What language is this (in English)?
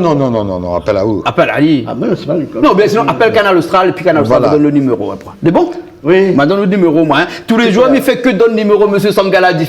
Réunion Creole French